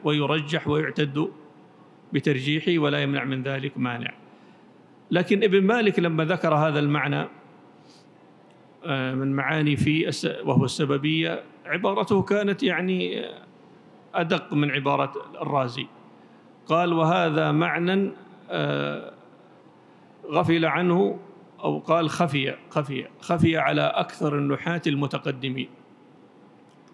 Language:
Arabic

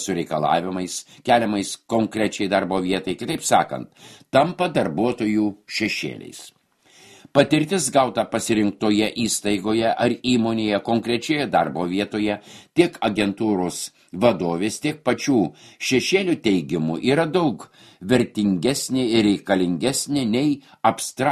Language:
Lithuanian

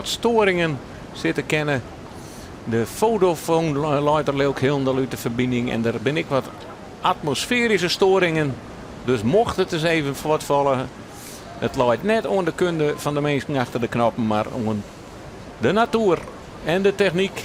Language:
Western Frisian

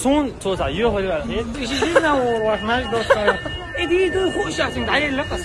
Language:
Chechen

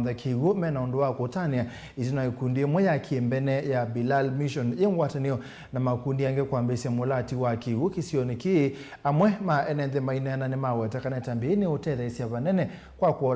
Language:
Kamba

